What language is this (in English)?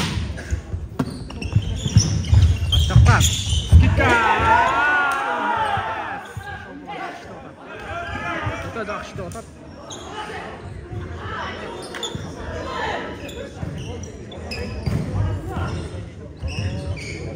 Kyrgyz